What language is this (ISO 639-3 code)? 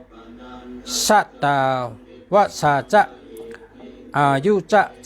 shn